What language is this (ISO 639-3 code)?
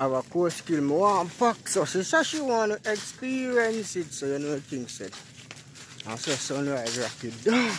jam